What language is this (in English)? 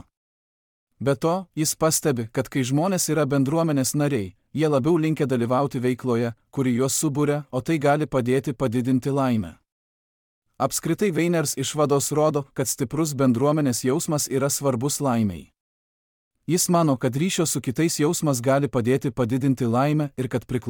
Lithuanian